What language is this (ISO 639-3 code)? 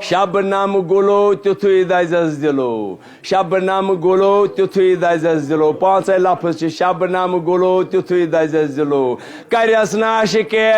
kas